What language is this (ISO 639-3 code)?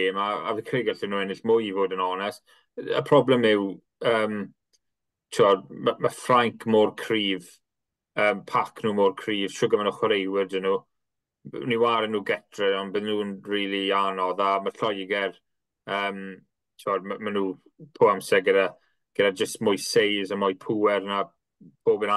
cym